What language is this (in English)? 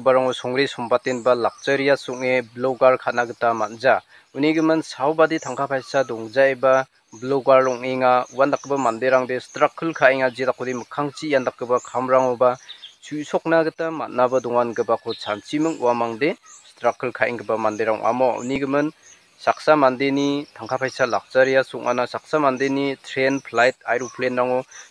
Garo